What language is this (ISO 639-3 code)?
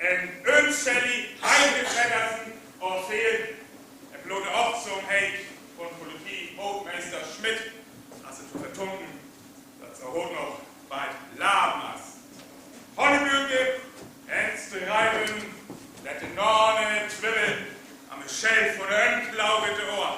frr